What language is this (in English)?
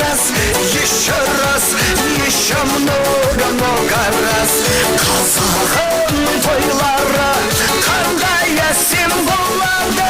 Kara-Kalpak